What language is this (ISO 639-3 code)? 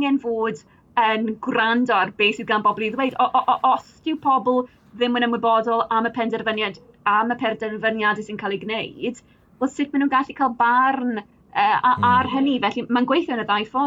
cym